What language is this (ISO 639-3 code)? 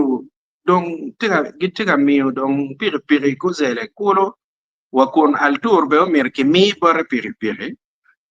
ach